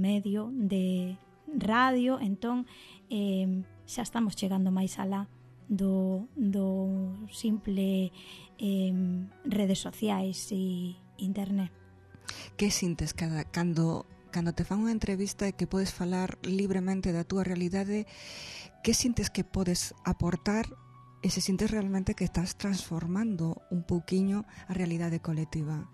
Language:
Galician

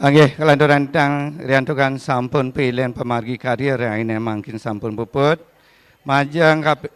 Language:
Balinese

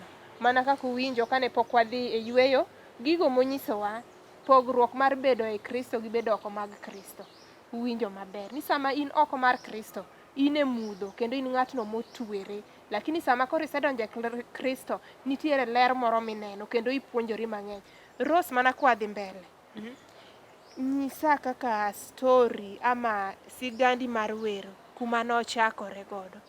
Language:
Luo (Kenya and Tanzania)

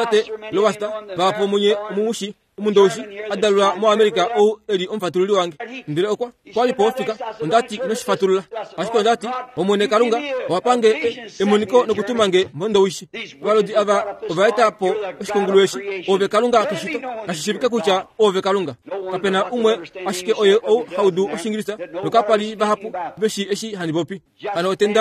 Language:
Kuanyama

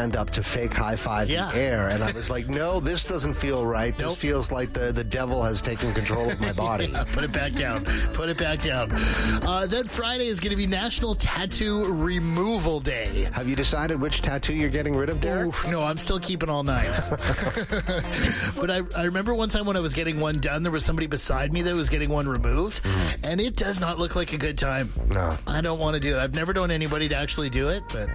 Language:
English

